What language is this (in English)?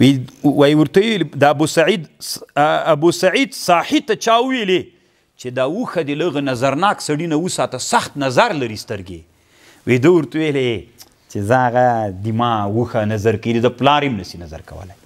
Pashto